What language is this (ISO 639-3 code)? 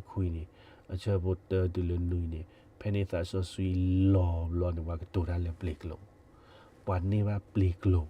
ksw